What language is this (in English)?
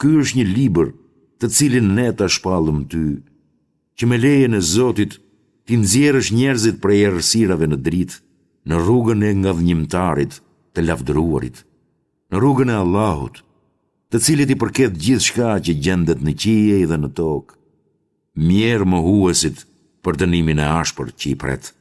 Albanian